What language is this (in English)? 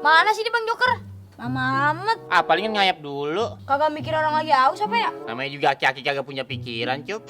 Betawi